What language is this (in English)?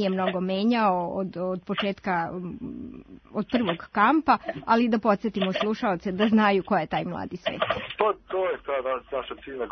Serbian